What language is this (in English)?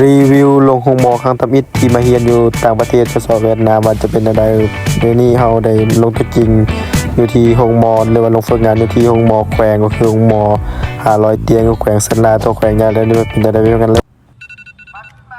Lao